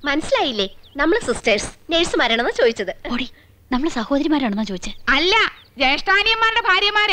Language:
Malayalam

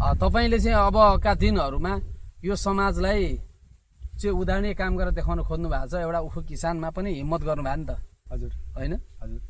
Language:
Nepali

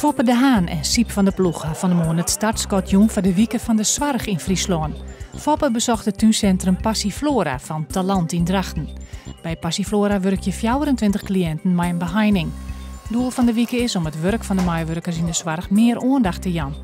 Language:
Western Frisian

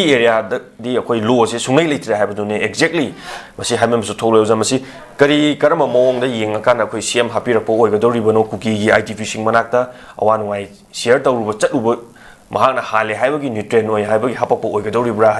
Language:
Manipuri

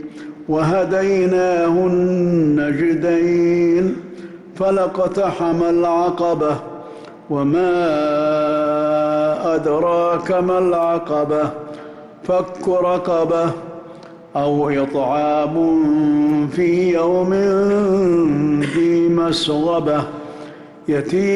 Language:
Arabic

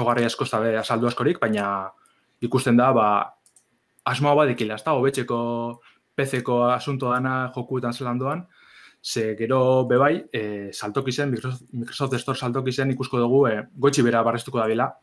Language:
Basque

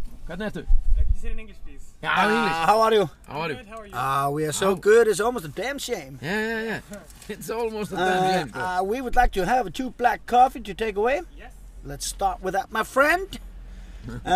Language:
Icelandic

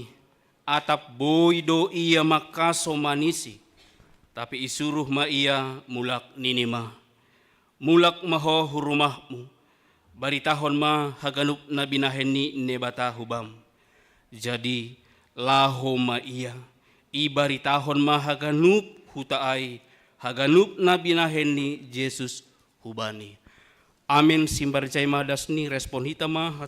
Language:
Batak Simalungun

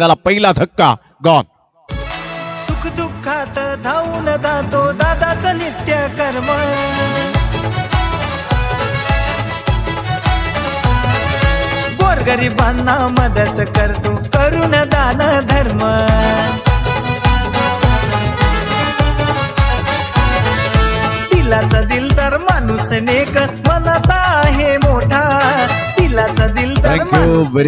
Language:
Marathi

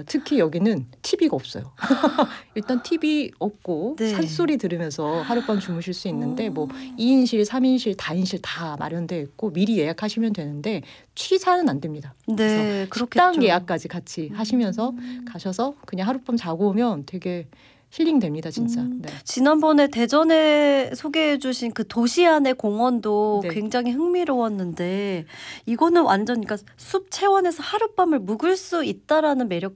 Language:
Korean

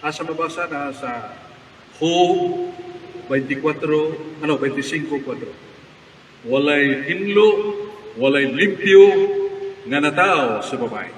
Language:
Cebuano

